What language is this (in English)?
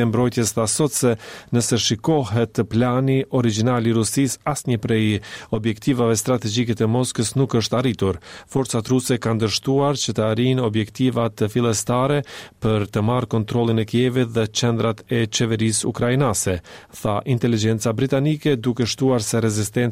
Albanian